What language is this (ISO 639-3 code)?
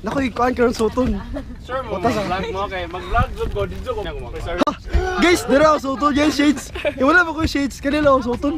ceb